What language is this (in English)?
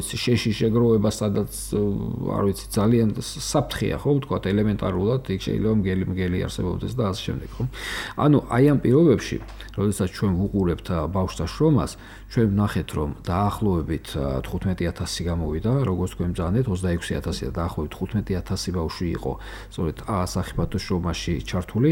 Georgian